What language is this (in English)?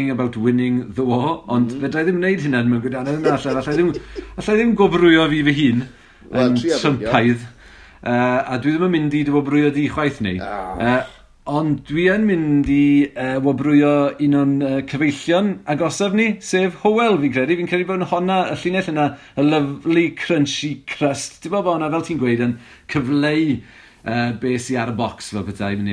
Welsh